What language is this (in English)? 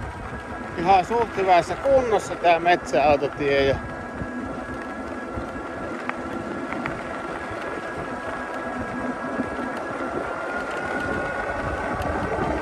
Finnish